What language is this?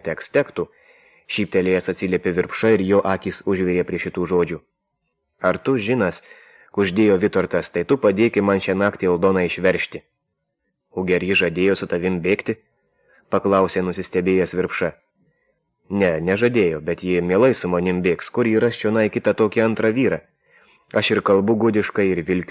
Lithuanian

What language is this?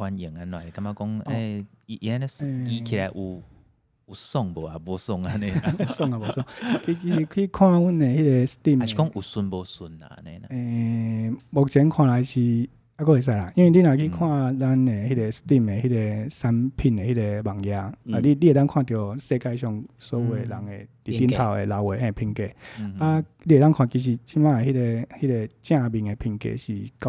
Min Nan Chinese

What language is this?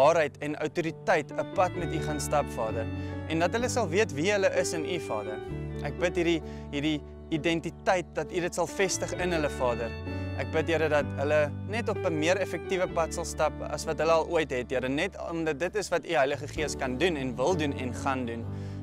Afrikaans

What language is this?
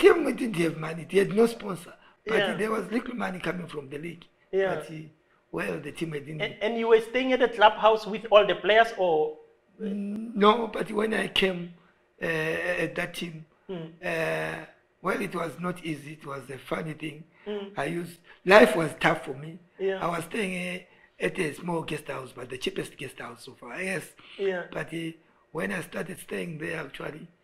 English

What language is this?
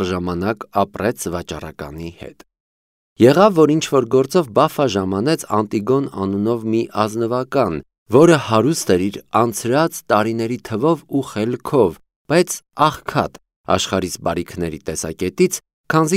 Armenian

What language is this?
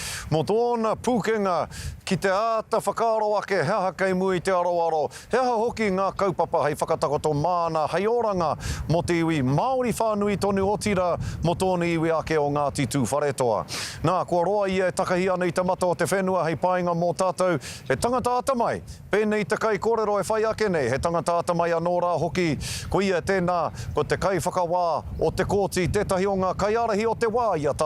Māori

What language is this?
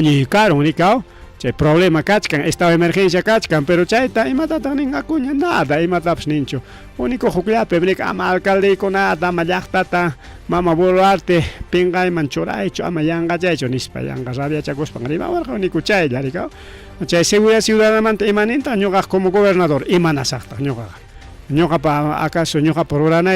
Ayacucho Quechua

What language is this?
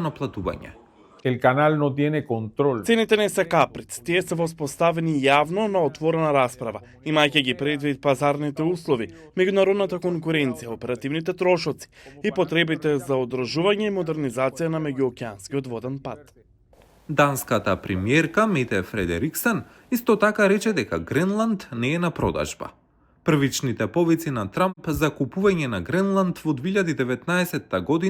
Macedonian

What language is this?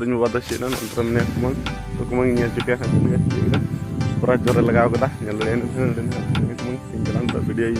Santali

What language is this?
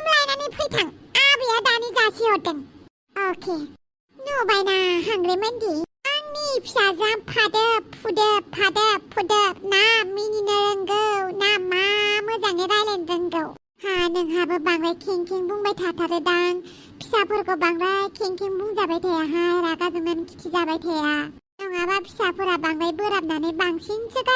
Bodo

